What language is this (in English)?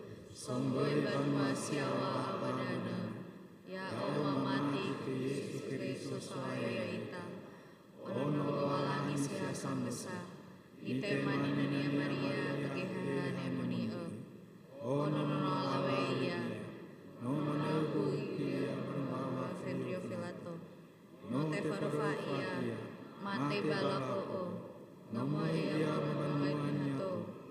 Nias